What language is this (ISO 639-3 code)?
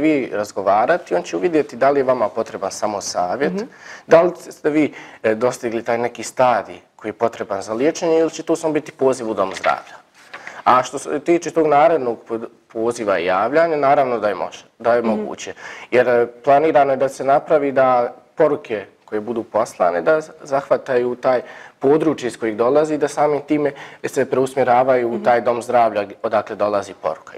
bos